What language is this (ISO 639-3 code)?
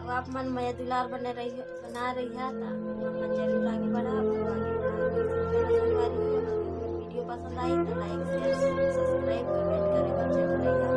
hne